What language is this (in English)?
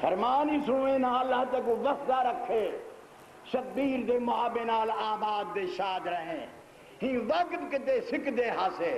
Saraiki